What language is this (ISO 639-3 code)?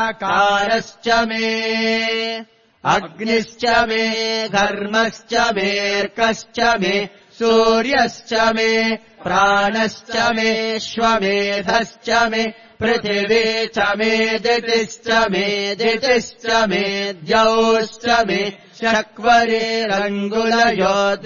san